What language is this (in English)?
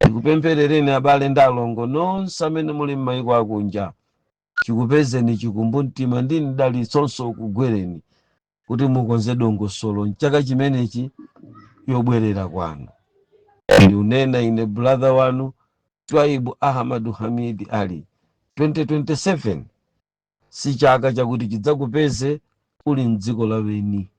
Nyanja